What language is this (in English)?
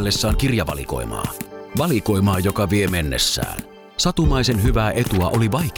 Finnish